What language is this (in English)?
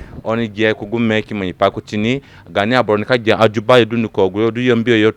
Zande (individual language)